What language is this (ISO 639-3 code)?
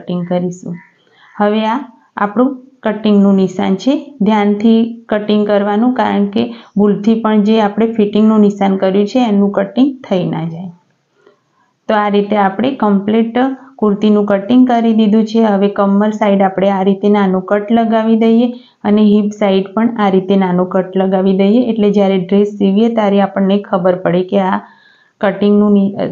guj